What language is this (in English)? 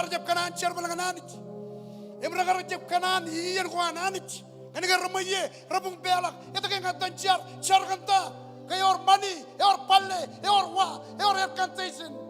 Marshallese